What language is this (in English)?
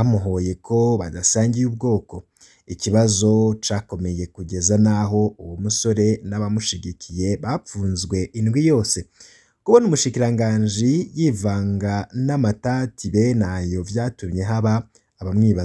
Rundi